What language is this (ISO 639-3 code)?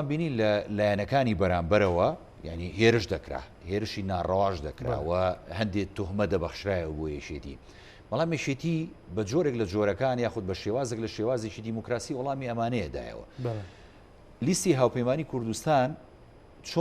ckb